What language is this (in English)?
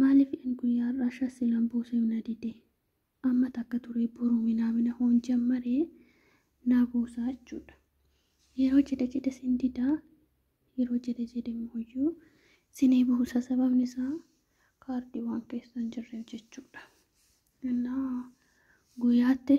Oromo